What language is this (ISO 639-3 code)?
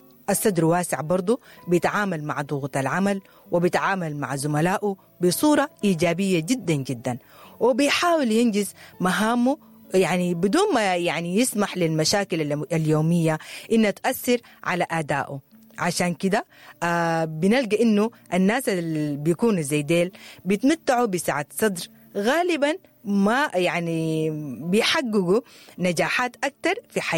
apd